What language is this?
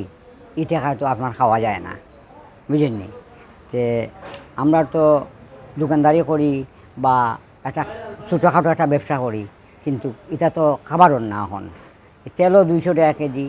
Sylheti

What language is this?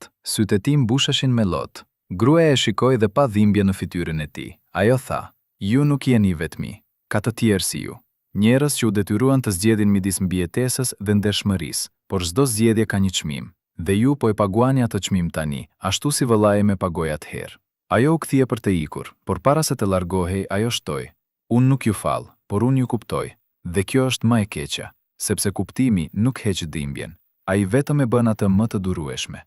Albanian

